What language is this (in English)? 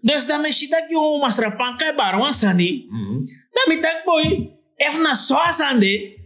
Sranan Tongo